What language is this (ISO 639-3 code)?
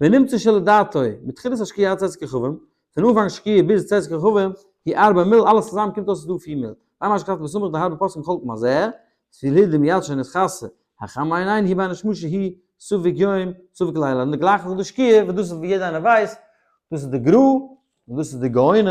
yid